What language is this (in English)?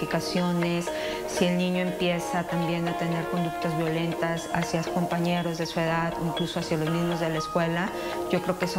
Spanish